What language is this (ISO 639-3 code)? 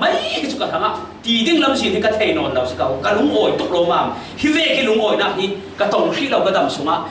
cfm